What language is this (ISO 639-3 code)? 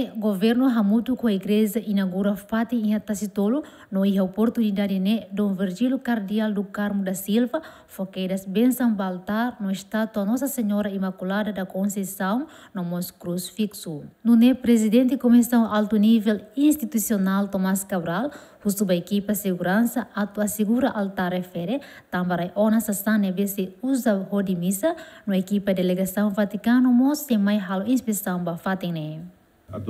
tet